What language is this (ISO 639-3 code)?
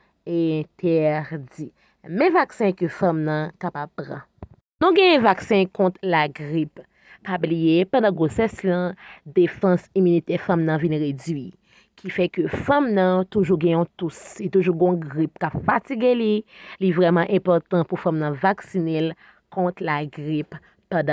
hat